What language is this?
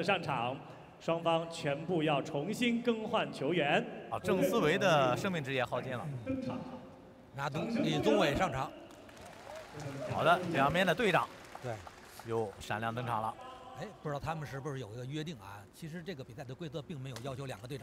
Chinese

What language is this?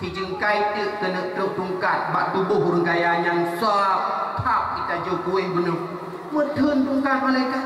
Achinese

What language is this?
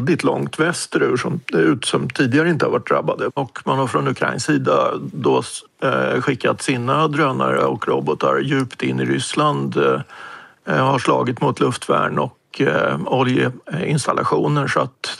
Swedish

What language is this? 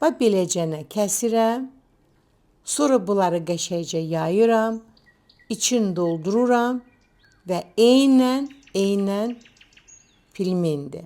Azerbaijani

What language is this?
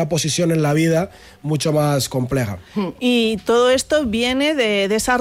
Spanish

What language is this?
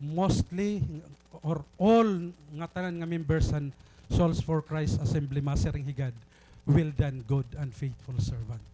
Waray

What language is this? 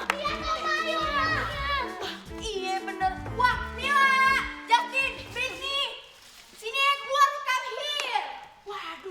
Betawi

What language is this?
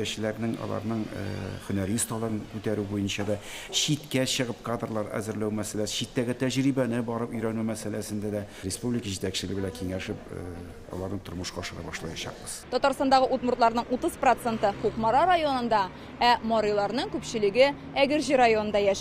Tatar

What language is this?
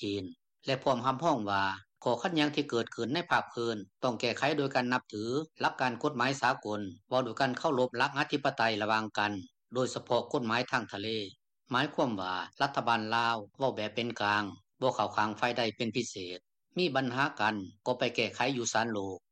Lao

